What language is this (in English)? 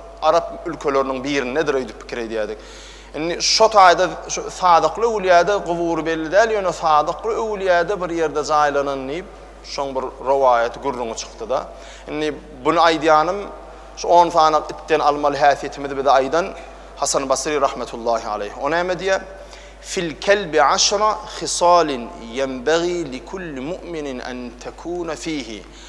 Turkmen